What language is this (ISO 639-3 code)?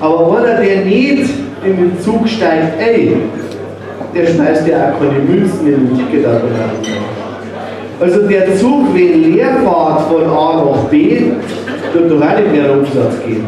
bar